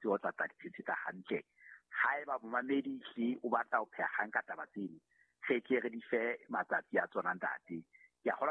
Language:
Southern Sotho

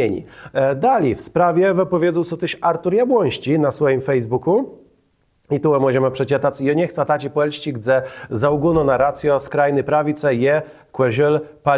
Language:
Kashubian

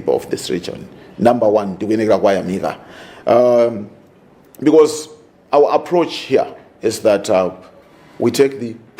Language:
Nyanja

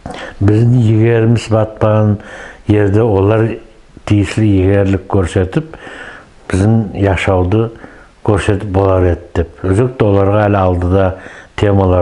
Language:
Nogai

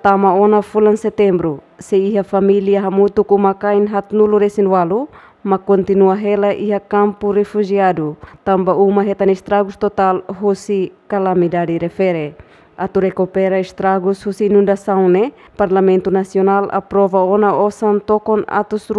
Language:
Tetum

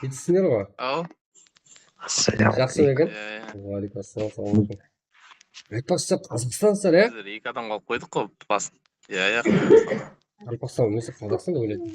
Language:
Kara-Kalpak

